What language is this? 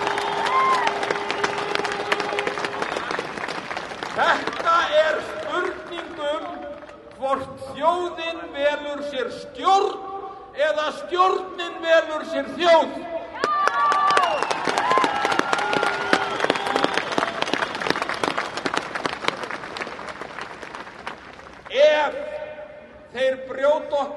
Icelandic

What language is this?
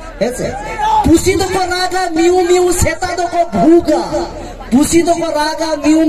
Santali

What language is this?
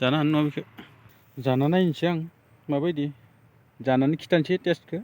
Bodo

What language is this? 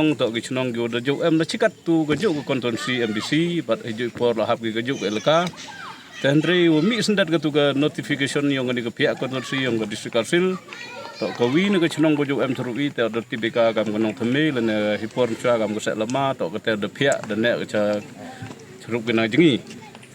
Pnar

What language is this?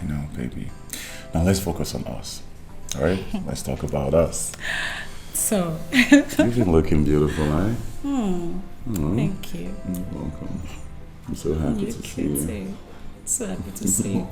Nigerian Pidgin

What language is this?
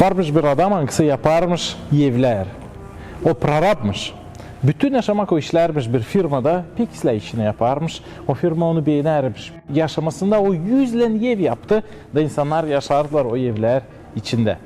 Gagauz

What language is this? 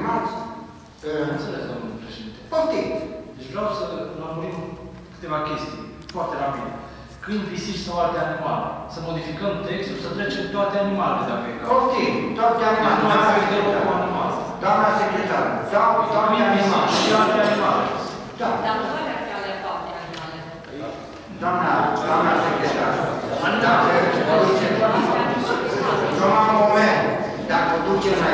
Romanian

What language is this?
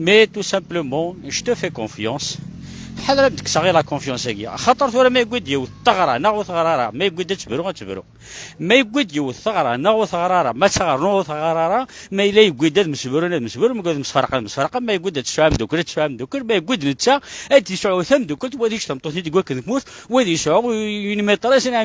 Kabyle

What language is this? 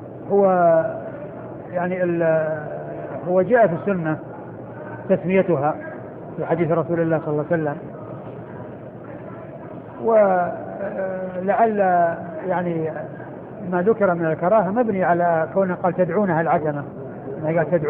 Arabic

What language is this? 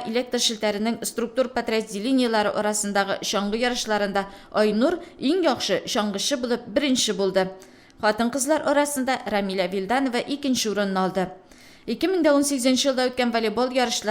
Tatar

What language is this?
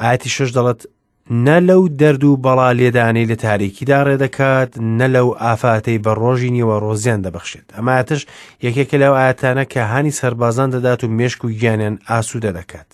Central Kurdish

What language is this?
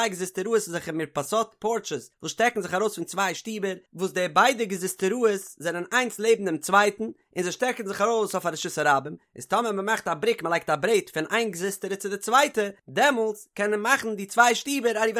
Yiddish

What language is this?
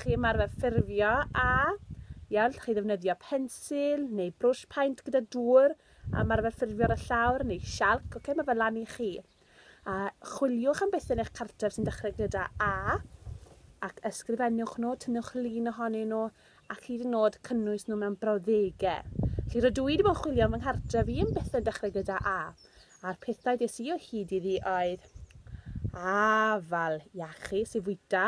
Welsh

